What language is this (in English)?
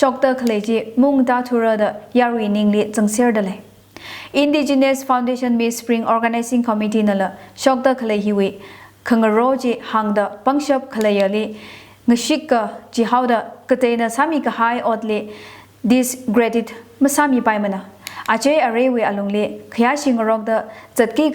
Tangkhul Naga (India)